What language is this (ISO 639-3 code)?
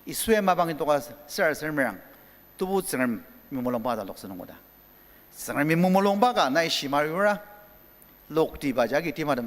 njo